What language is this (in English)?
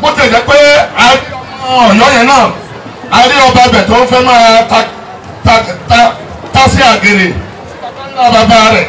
Yoruba